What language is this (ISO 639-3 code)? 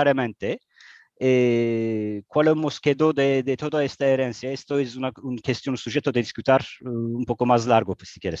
lad